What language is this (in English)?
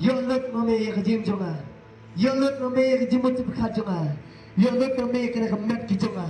Khasi